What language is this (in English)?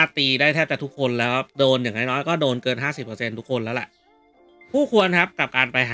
Thai